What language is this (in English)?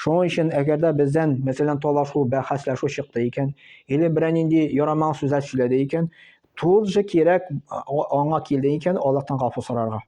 Tatar